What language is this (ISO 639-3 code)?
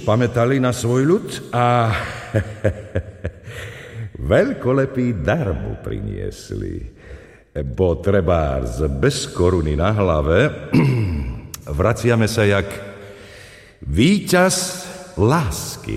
slk